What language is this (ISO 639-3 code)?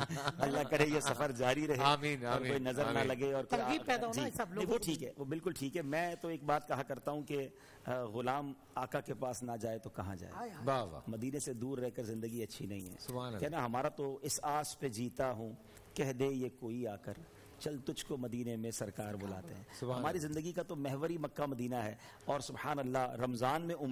urd